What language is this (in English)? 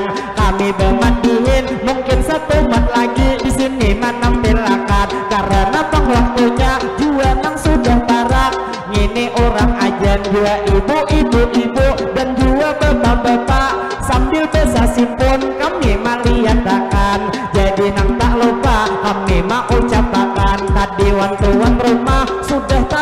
Banjar